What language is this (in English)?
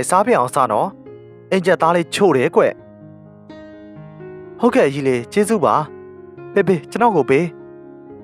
Burmese